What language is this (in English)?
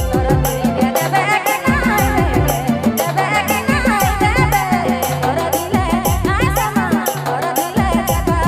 Sadri